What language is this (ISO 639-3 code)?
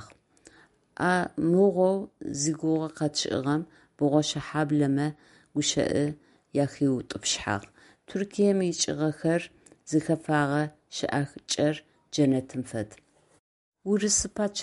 ady